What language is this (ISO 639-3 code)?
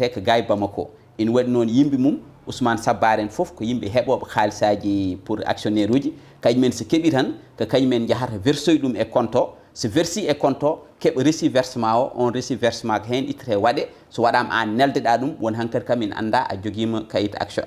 ful